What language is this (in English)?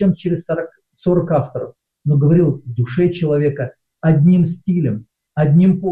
Russian